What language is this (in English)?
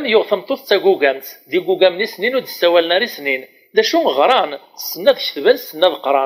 Kabyle